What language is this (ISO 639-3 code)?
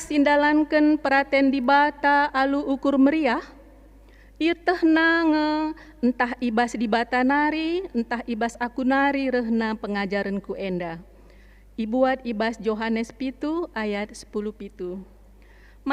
btx